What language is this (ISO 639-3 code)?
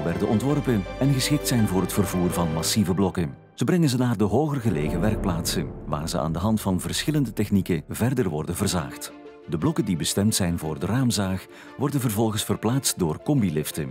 nld